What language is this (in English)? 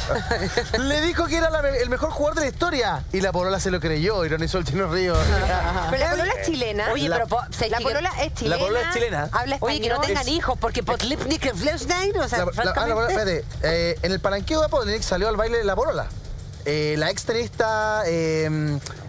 Spanish